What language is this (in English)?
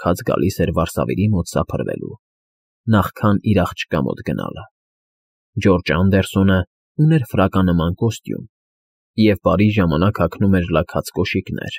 Armenian